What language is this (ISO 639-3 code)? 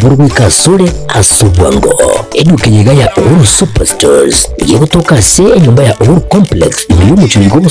guz